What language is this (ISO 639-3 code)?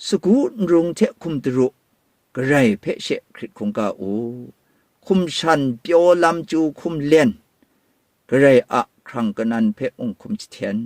kac